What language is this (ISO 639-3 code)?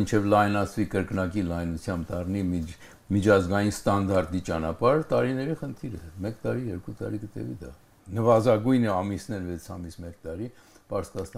hye